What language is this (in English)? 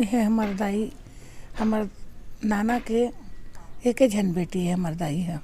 Chhattisgarhi